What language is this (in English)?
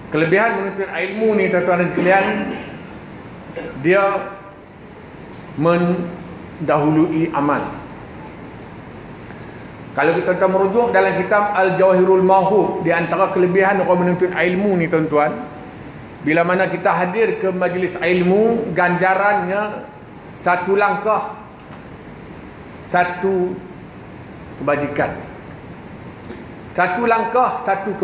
Malay